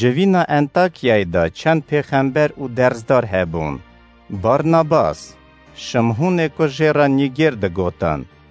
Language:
Kurdish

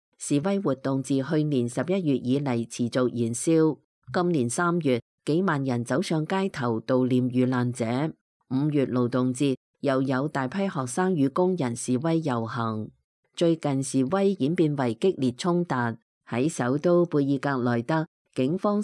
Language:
Cantonese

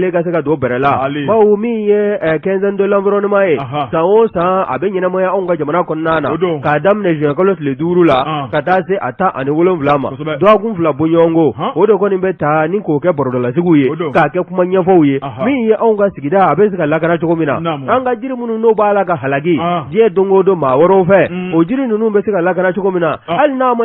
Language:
Bambara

